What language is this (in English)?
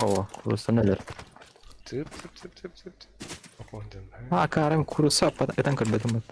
Yakut